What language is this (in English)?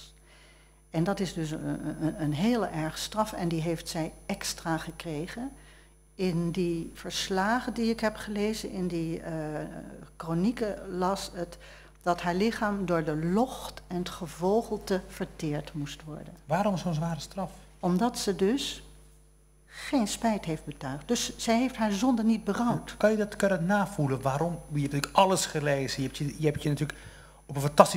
Dutch